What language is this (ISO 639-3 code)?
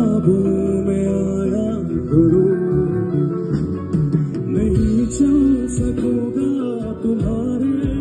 hin